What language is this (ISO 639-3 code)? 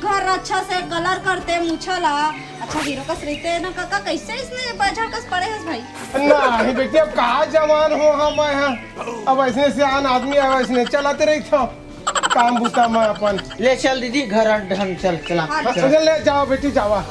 hne